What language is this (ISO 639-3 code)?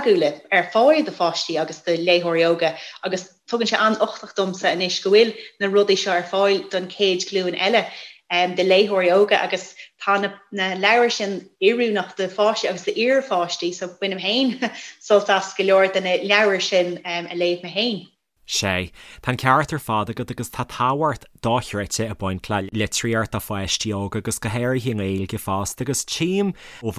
gle